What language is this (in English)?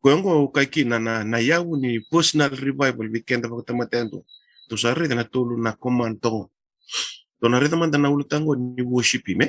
Fijian